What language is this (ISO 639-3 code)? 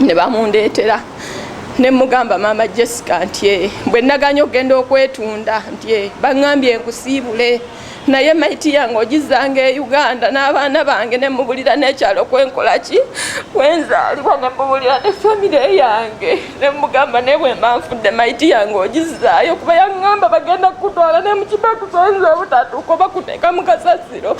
lug